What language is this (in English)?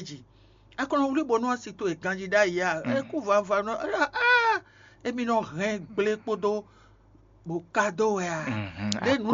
Fon